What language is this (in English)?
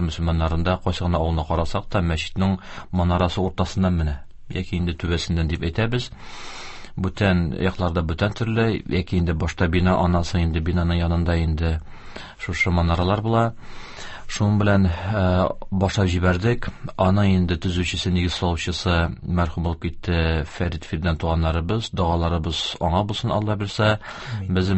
Tatar